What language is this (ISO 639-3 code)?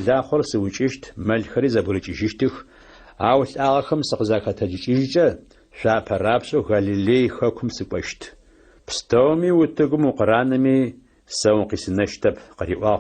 ady